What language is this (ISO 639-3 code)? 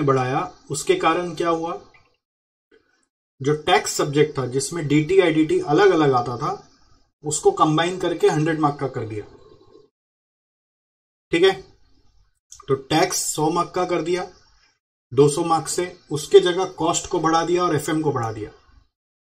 hin